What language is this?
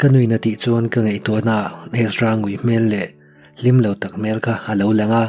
Mizo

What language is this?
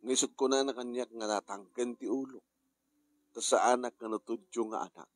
Iloko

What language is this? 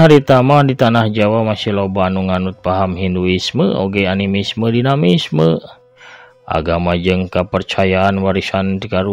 Sundanese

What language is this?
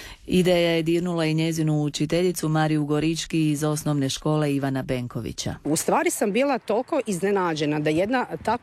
Croatian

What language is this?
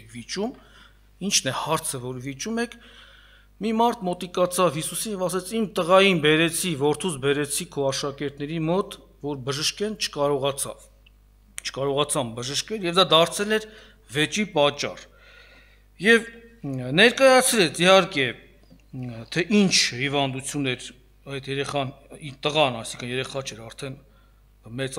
Armenian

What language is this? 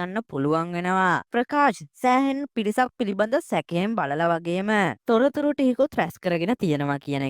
Sinhala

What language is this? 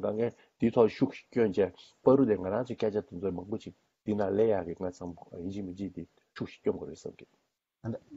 Tibetan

